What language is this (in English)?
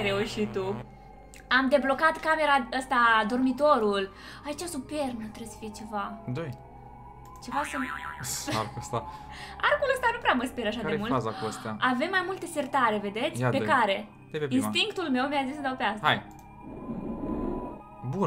Romanian